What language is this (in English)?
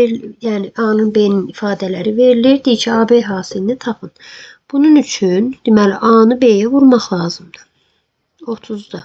Azerbaijani